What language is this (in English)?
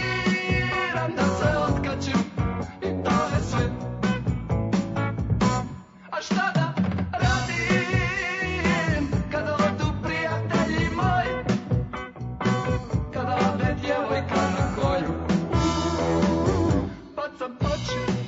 Serbian